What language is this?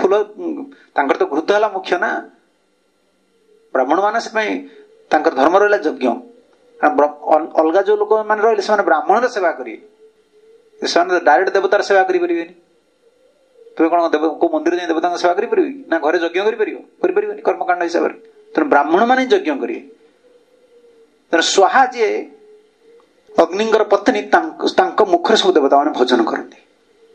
Odia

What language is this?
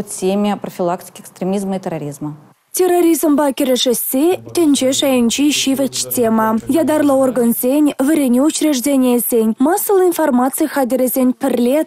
Chuvash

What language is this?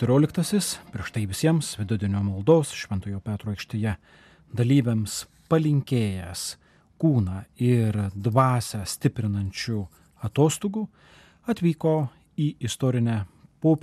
Lithuanian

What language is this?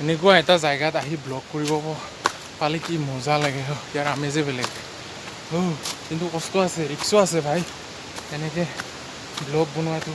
Assamese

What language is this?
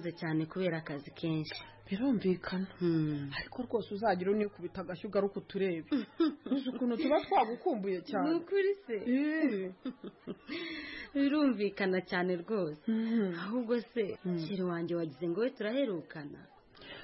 Kinyarwanda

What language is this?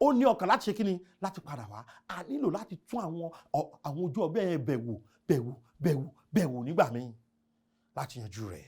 Yoruba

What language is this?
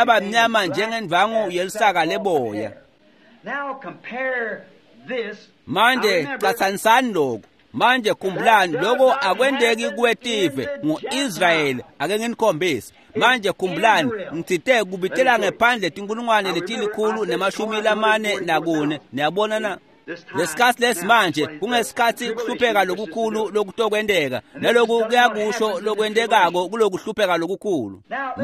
Swati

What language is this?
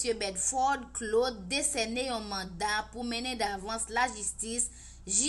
Haitian Creole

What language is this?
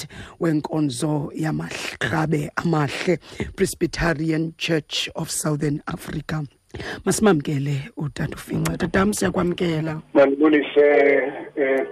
Xhosa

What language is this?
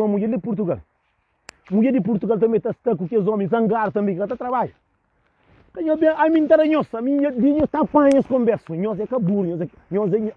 Kabuverdianu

